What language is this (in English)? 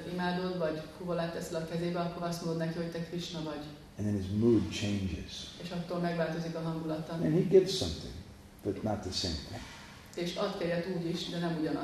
Hungarian